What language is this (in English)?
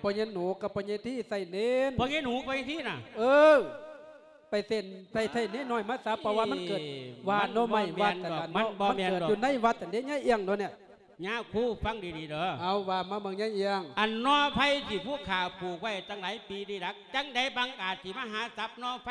Lao